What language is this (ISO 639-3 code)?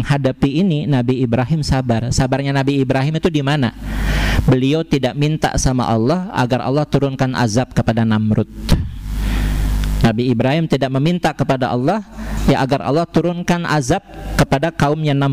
ind